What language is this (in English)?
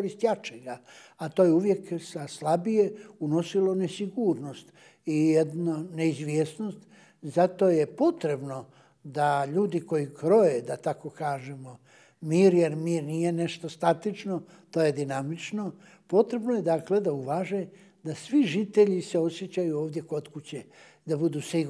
Bosnian